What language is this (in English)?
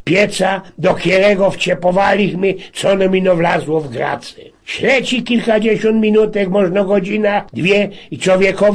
Silesian